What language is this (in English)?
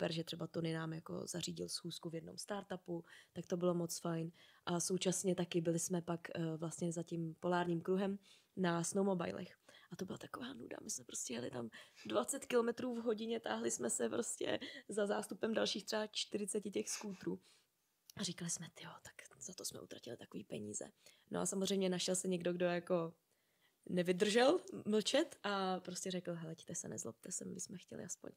Czech